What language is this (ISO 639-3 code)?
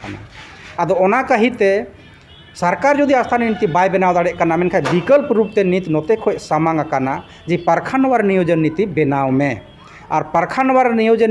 sat